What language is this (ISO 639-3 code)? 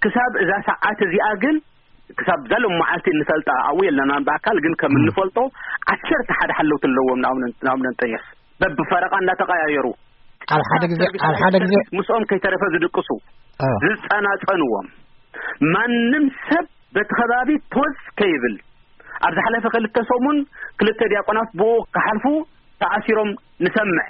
tir